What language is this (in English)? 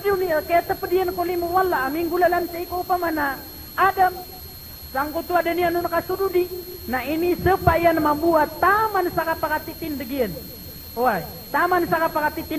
Maranao